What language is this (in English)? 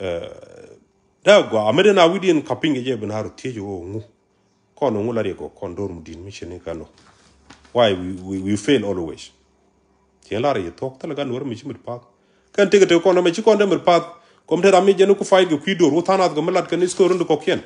Nuer